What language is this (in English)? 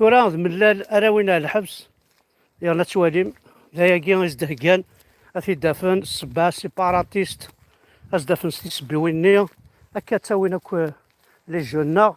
Kabyle